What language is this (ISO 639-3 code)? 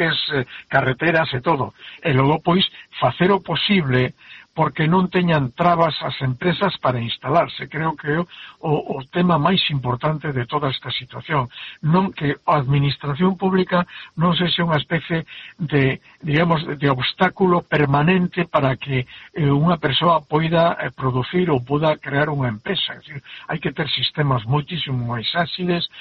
glg